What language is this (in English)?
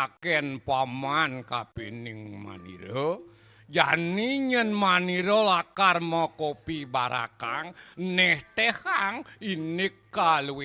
Balinese